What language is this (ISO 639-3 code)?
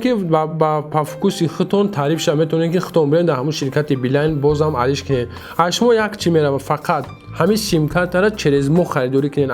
tgk